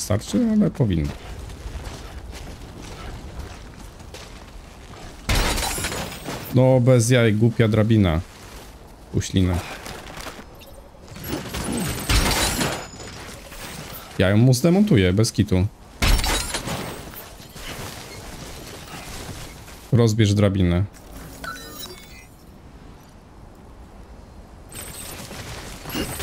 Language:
Polish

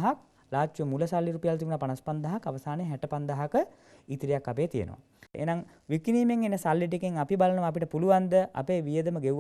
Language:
Sinhala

